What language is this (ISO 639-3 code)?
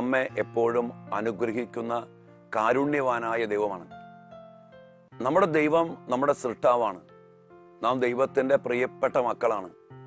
mal